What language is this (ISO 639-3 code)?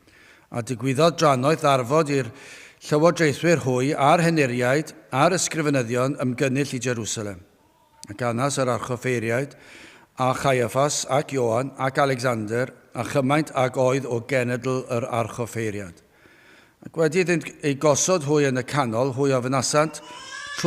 cym